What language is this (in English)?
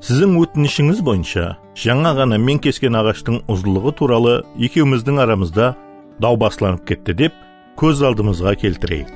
Kara-Kalpak